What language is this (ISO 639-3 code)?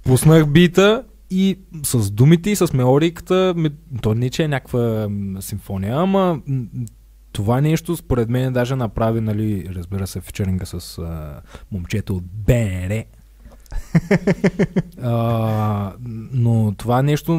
bul